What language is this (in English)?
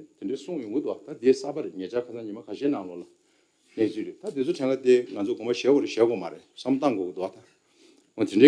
Tibetan